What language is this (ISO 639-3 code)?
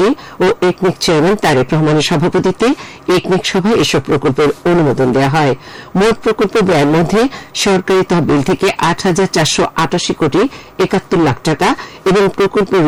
ben